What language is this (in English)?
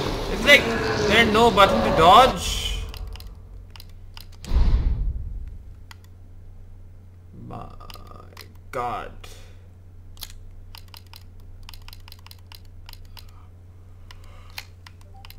English